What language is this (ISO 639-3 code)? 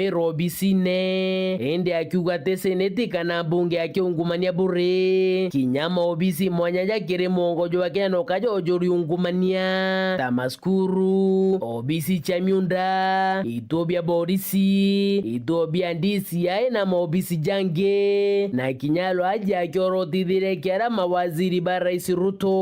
mer